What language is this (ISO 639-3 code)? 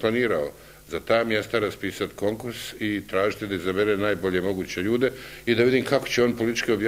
bos